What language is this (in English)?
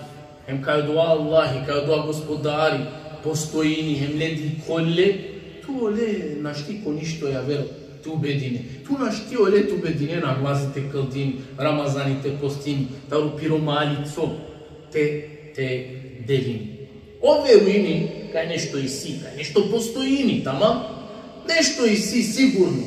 Balkan Romani